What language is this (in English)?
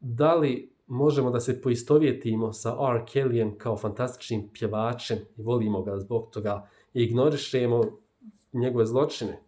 Bosnian